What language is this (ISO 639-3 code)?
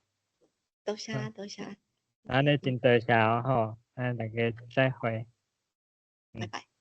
nan